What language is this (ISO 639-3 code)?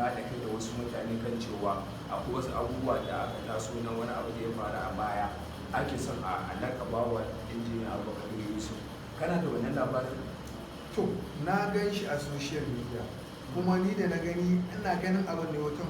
hau